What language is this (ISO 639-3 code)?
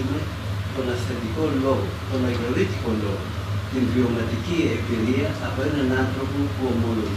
ell